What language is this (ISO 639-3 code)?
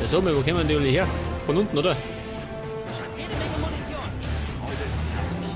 bar